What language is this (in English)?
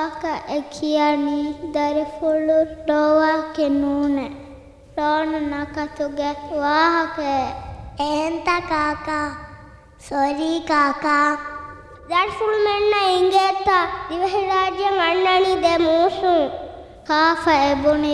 Divehi